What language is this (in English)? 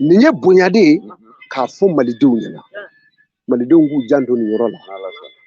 Bambara